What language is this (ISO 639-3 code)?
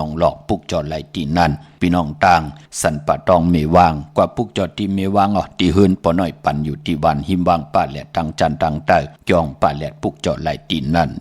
shn